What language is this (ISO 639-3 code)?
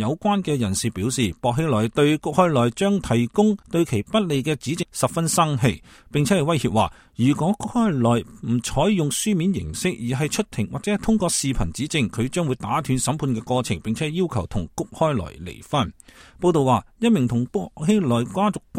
yue